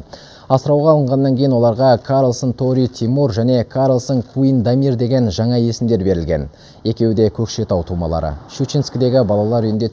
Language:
Kazakh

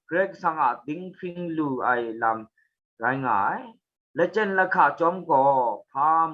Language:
Kachin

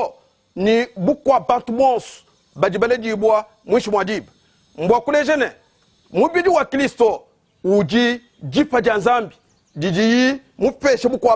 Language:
Luba-Lulua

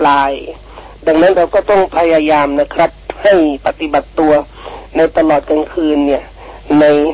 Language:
Thai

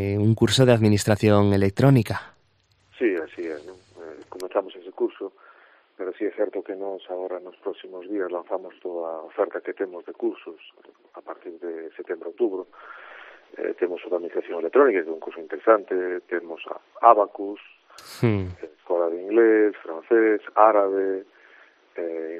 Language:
Galician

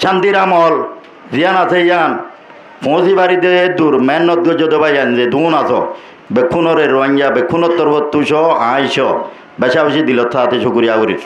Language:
Rohingya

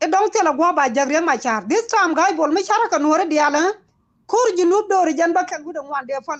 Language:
Nuer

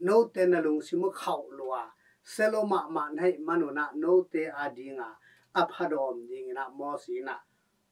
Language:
Tedim Chin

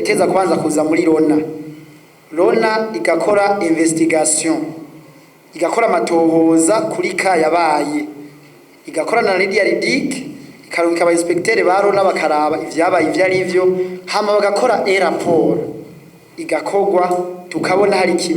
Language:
Rundi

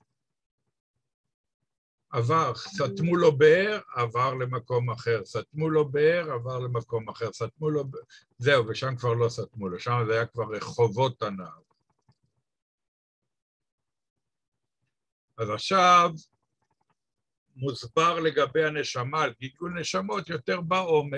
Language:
Hebrew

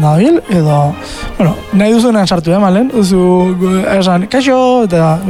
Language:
Basque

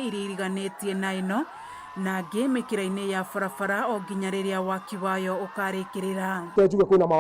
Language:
Kikuyu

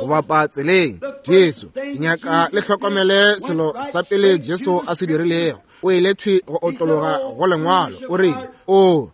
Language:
Northern Sotho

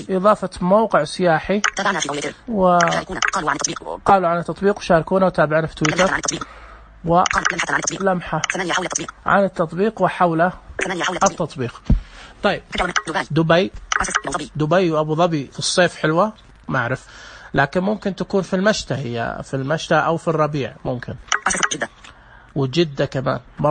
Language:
Najdi Arabic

